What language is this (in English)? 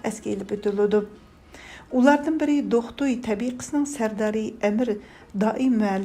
Uyghur